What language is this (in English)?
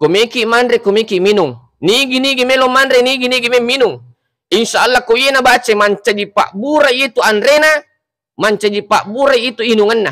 Buginese